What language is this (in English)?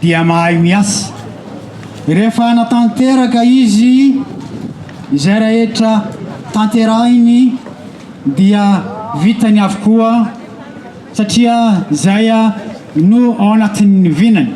Malagasy